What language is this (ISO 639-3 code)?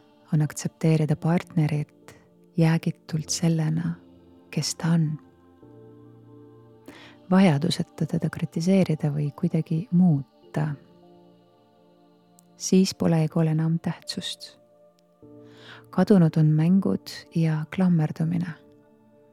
est